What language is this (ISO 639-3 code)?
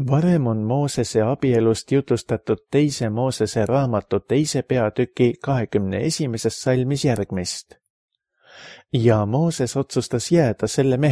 est